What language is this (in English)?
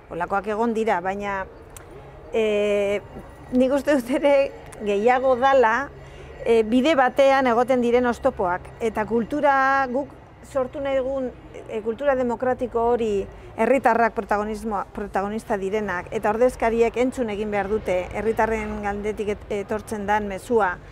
Basque